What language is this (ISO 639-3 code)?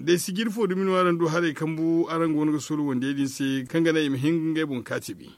dje